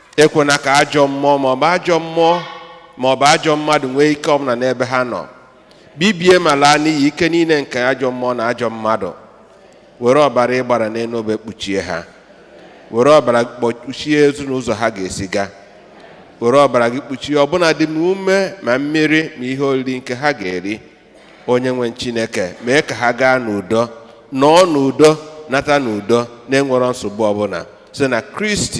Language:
Igbo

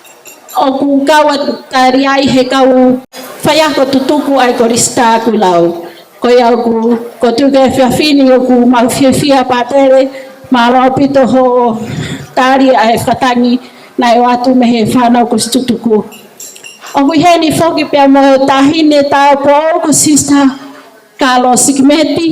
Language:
Tongan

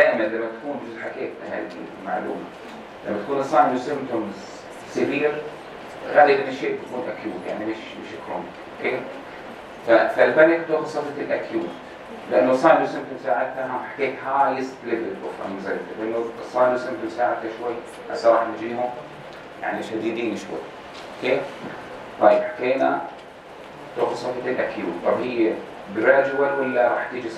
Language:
North Levantine Arabic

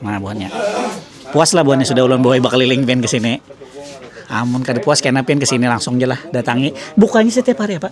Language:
Banjar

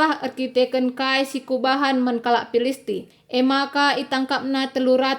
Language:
Batak Karo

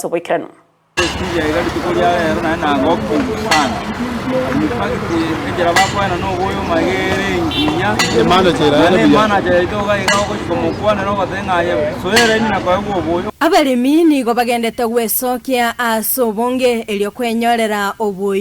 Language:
Gusii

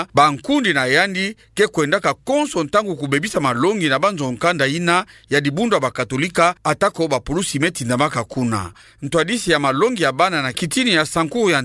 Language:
Kituba (Democratic Republic of Congo)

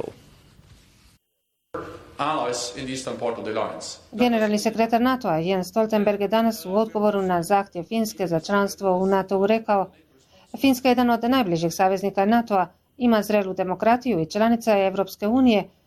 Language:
Bosnian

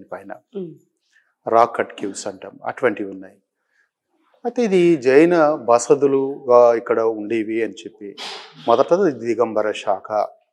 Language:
Telugu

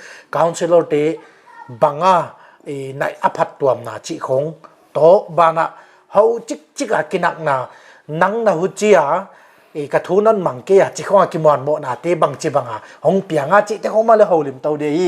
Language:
Paite Chin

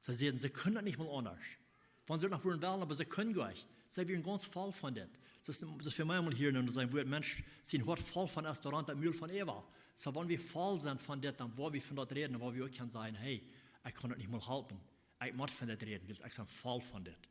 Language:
Plautdietsch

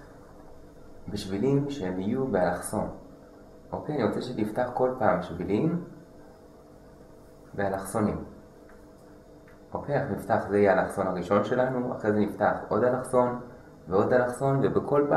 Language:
Hebrew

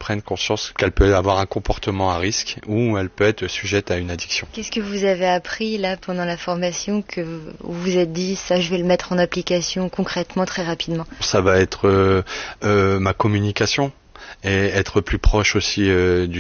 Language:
French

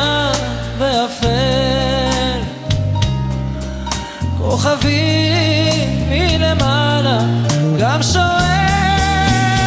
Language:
Hebrew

